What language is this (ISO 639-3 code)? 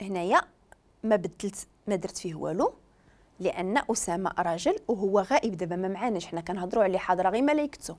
ary